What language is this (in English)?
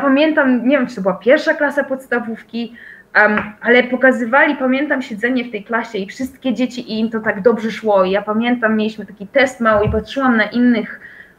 Polish